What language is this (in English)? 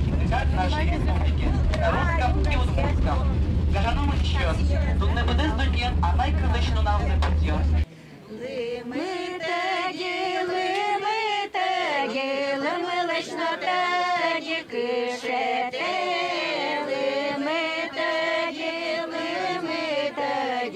Udmurt